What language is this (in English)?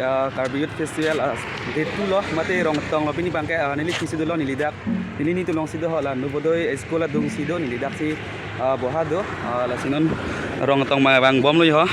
Karbi